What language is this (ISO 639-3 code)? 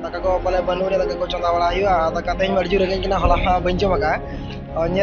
sat